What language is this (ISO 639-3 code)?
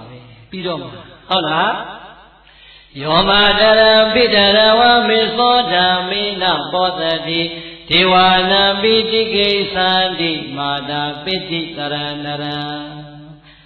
mya